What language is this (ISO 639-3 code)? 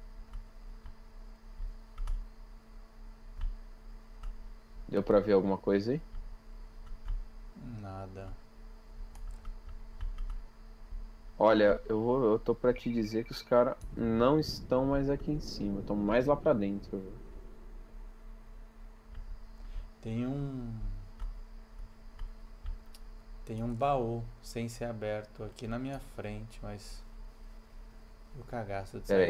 por